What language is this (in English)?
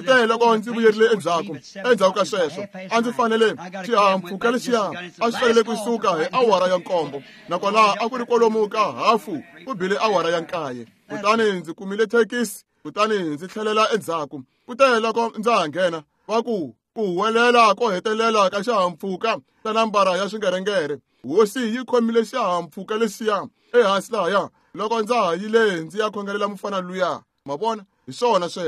Tsonga